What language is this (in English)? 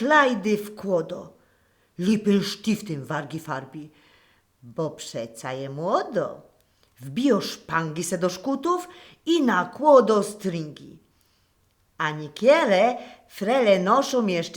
Silesian